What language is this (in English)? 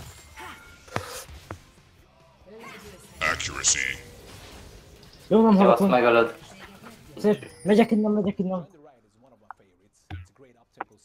Hungarian